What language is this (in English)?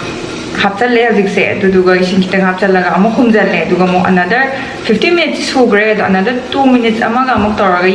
Manipuri